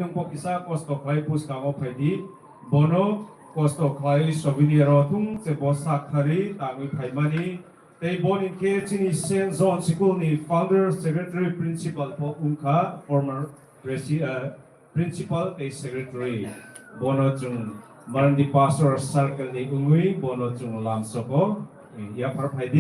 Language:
Kok Borok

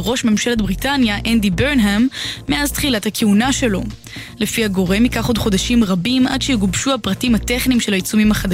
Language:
Hebrew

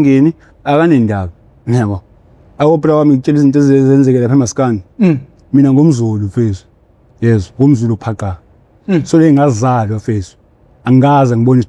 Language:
Zulu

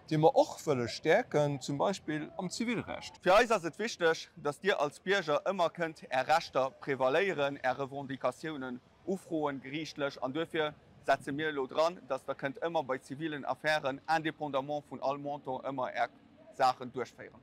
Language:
Luxembourgish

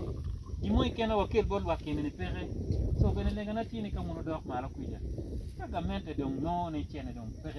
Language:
Acoli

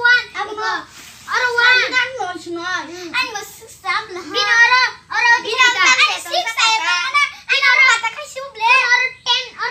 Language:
Kok Borok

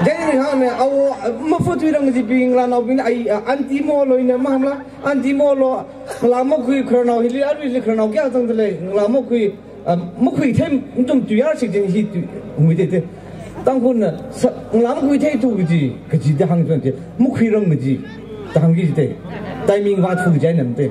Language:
Tangkhul Naga (India)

